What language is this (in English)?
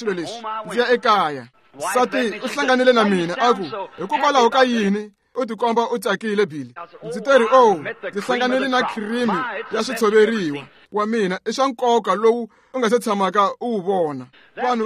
Tsonga